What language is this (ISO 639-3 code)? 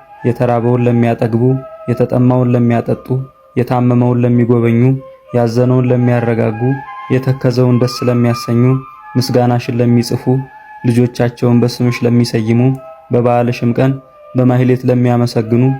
amh